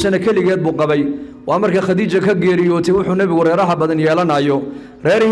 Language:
Somali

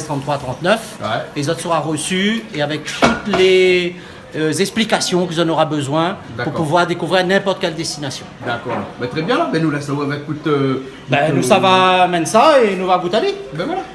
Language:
Réunion Creole French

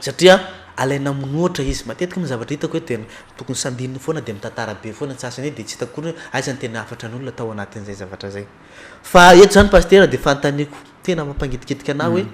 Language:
Malagasy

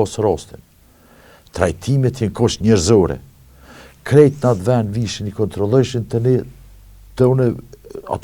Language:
Albanian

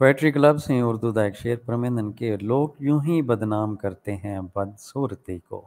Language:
Saraiki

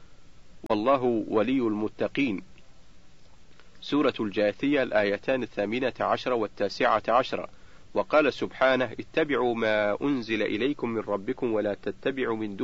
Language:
Arabic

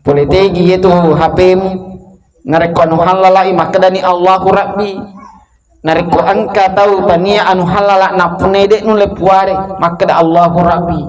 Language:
Buginese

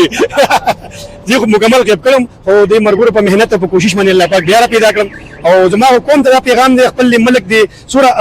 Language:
Pashto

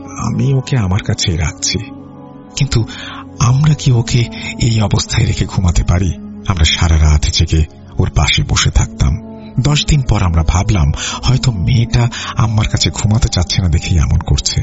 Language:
Bangla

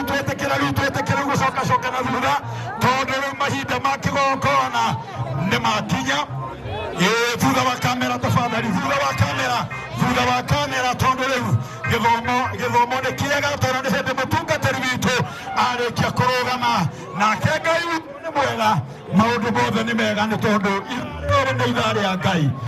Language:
Kikuyu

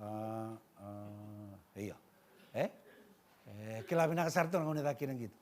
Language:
Fijian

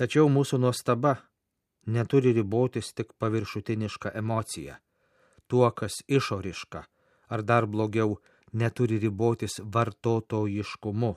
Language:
Lithuanian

